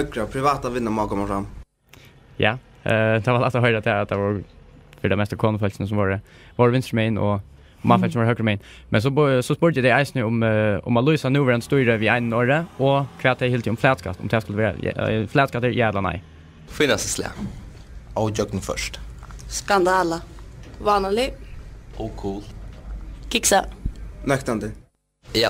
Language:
Faroese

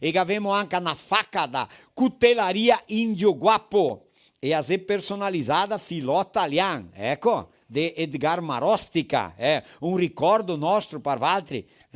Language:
Venetian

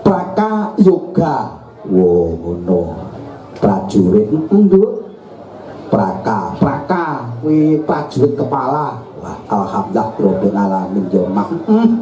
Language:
Javanese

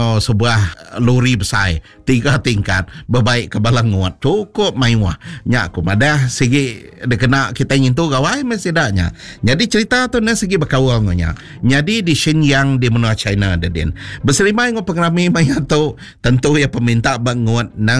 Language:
Iban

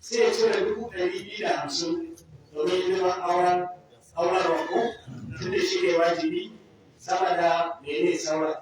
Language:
Hausa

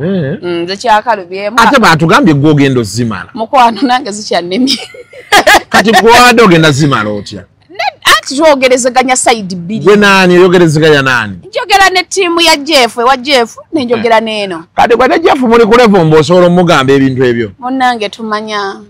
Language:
Ganda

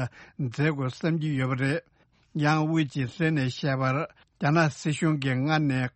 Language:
Tibetan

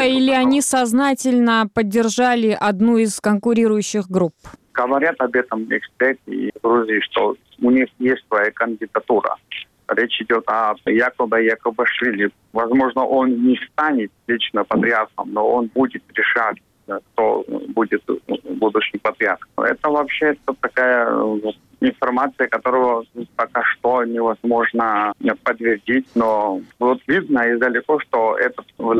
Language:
Russian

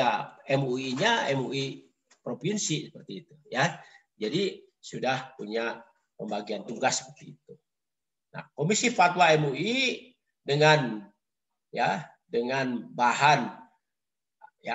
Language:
Indonesian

